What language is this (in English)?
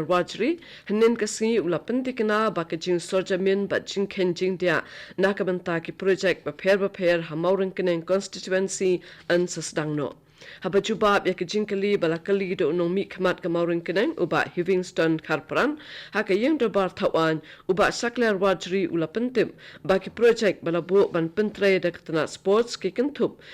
Khasi